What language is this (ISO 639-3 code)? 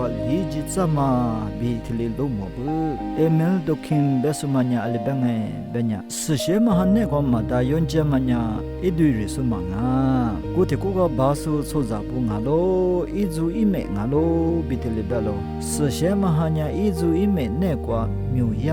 lis